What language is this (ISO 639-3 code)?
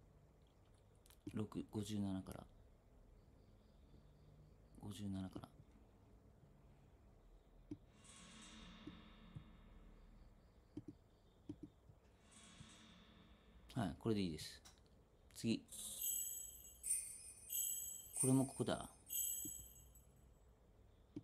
jpn